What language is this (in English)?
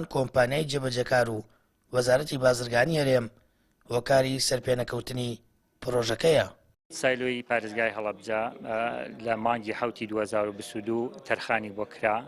Central Kurdish